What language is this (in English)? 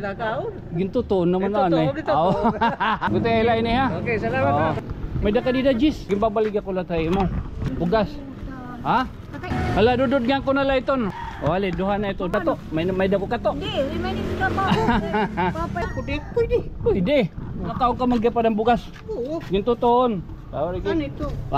Waray